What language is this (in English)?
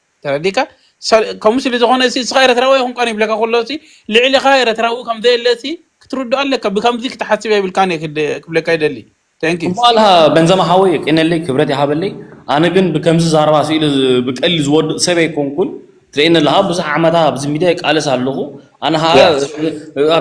Tigrinya